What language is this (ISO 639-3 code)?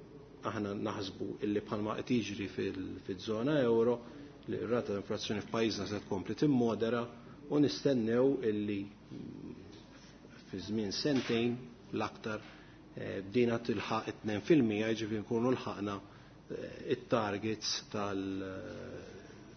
mlt